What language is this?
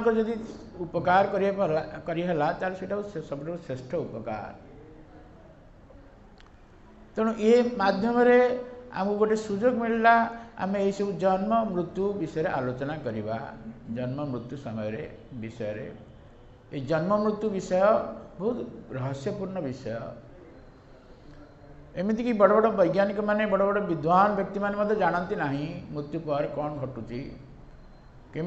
Odia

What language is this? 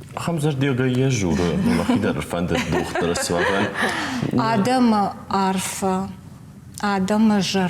Ossetic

